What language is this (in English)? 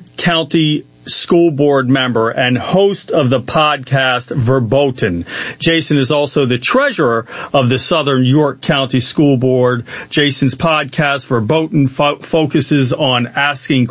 English